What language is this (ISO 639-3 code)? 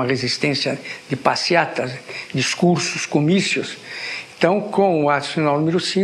por